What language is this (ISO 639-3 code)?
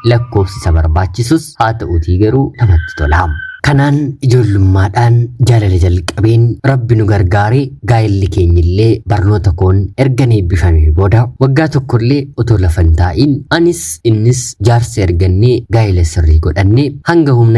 orm